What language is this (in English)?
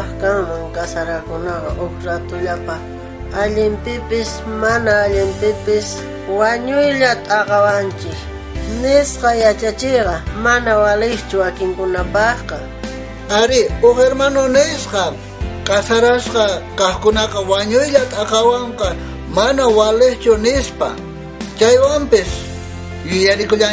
South Bolivian Quechua